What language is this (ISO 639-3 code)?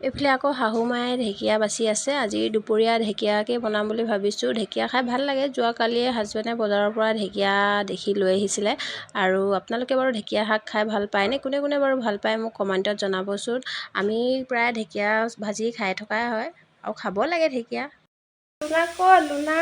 asm